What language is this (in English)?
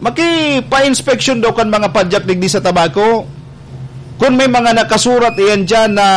Bikol